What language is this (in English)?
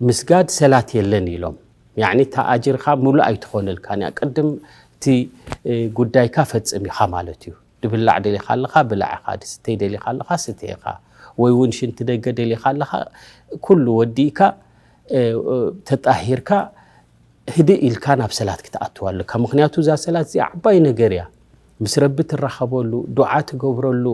Tigrinya